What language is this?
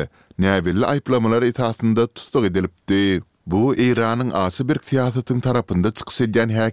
Turkmen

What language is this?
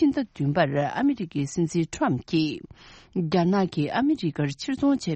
Tibetan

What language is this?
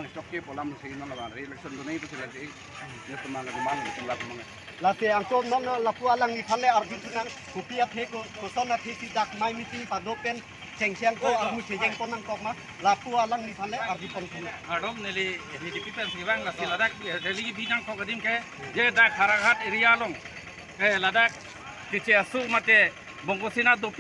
Karbi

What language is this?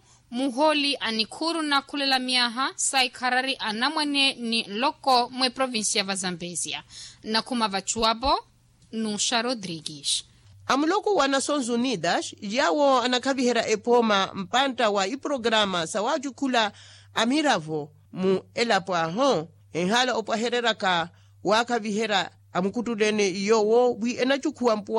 Makhuwa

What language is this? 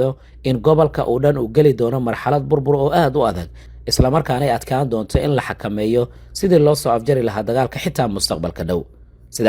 Somali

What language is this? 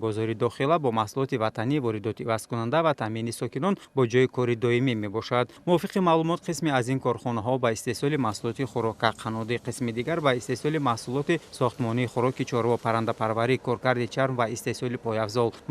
Tajik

